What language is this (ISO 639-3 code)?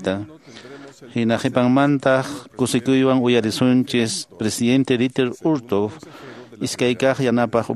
que